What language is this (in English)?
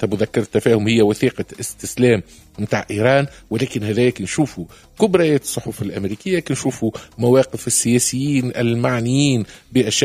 Tunisian Arabic